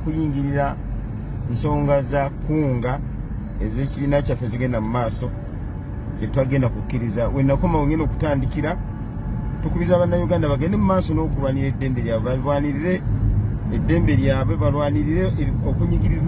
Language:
Ganda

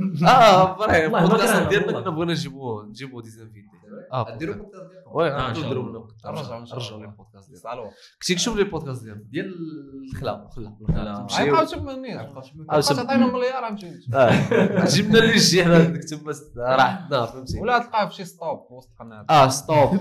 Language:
Moroccan Arabic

